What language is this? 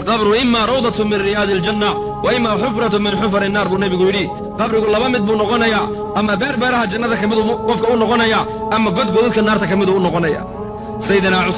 Somali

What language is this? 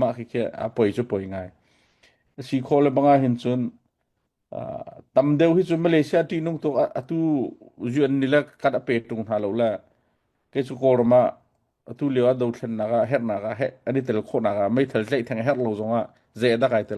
Hakha Chin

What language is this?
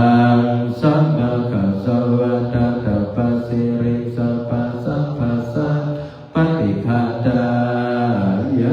Pali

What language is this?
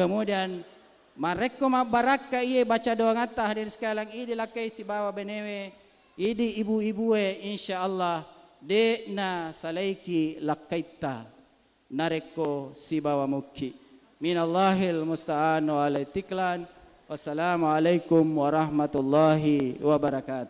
Buginese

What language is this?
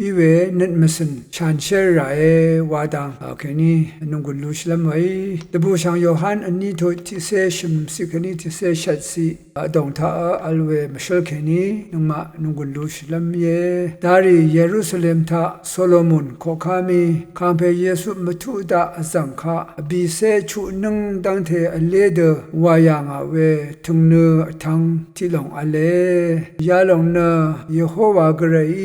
Rawang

